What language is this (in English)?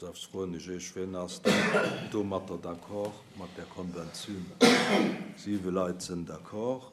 Luxembourgish